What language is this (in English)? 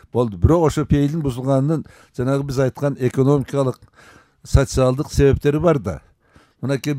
Kyrgyz